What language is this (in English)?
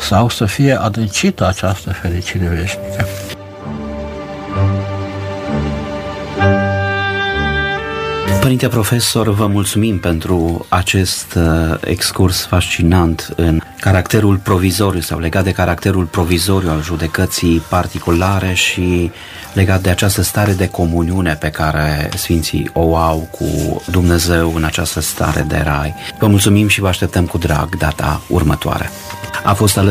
Romanian